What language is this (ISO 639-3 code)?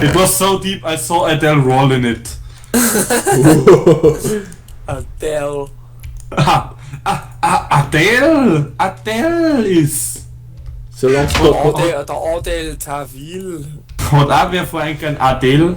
bar